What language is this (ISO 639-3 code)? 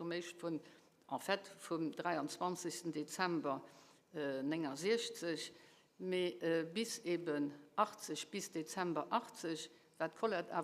ltz